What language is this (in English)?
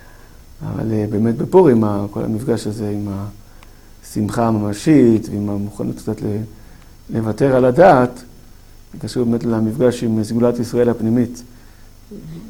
Hebrew